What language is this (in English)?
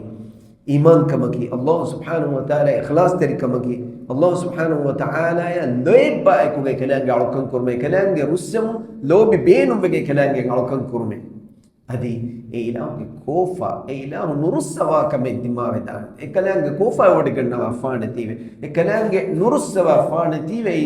Divehi